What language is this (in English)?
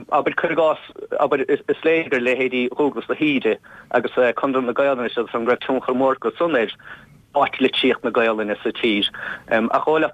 Irish